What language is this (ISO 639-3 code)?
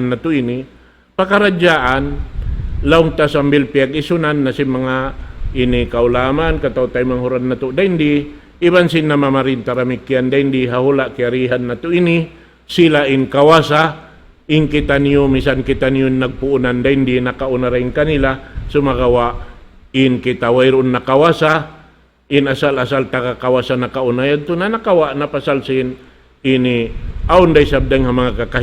tsg